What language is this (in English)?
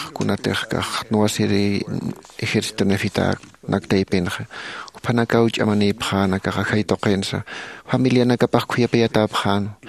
Aymara